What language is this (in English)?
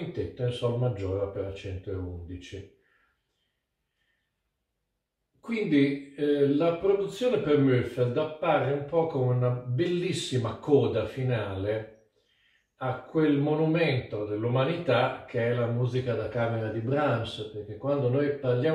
Italian